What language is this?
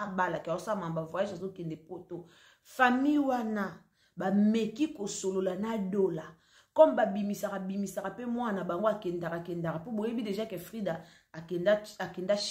Lingala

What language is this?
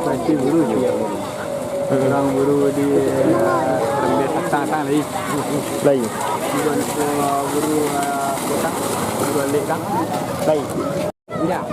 Minangkabau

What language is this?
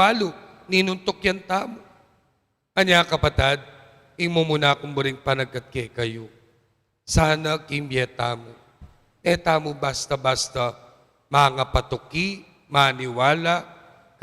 Pampanga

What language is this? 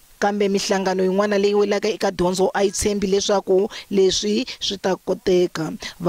Tsonga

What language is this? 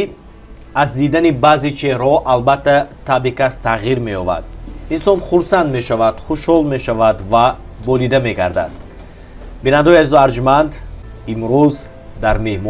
Tajik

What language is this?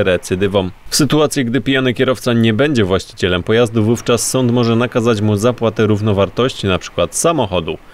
Polish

